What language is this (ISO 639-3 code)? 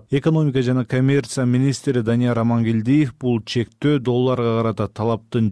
kir